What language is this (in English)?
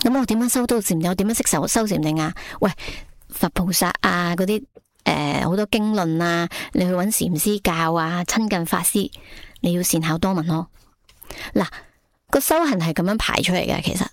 Cantonese